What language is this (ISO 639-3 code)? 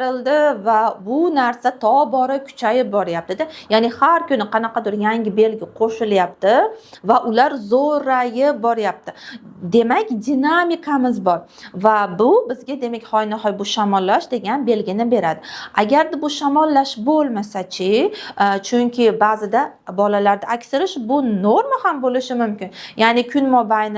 uzb